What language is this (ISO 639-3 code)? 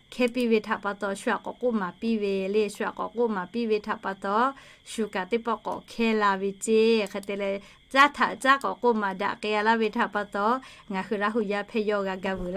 lhu